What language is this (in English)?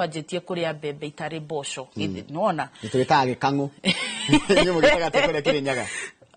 Kikuyu